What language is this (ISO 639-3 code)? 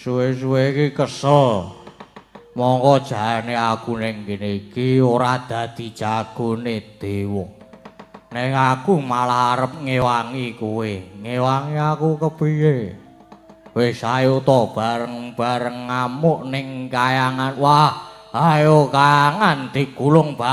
jav